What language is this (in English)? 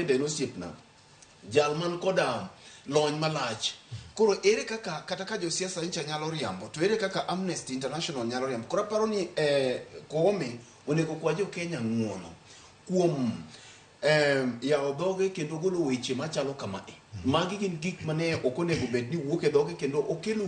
Luo (Kenya and Tanzania)